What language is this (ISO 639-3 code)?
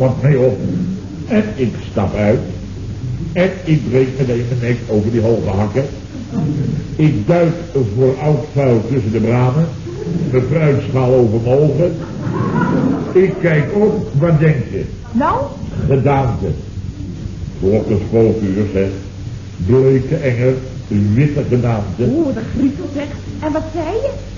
nld